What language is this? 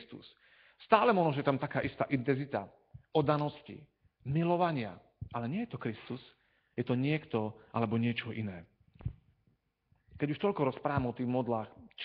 Slovak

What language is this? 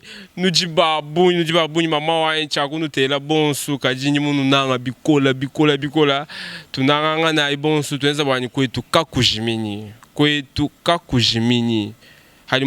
Luba-Lulua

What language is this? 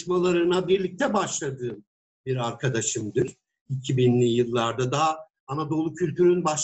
Turkish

